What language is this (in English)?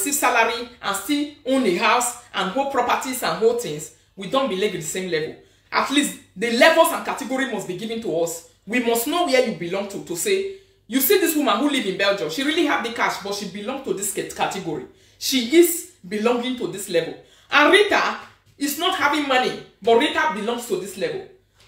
Nigerian Pidgin